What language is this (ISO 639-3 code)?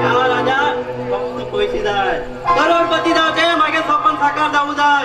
kok